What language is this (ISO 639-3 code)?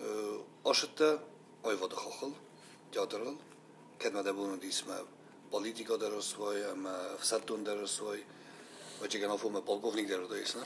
oss